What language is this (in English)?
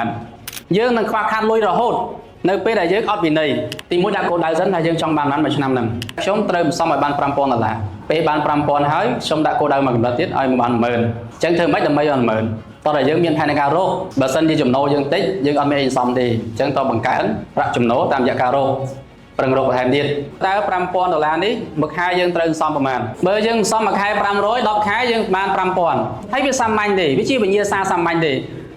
Khmer